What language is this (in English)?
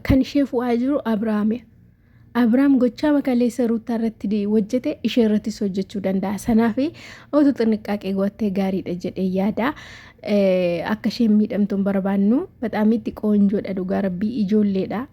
Oromo